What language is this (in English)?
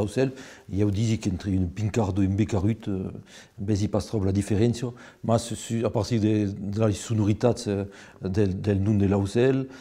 Occitan